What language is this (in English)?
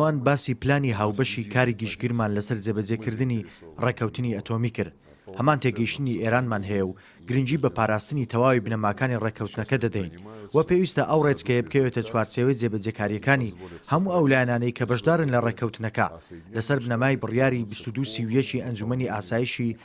Central Kurdish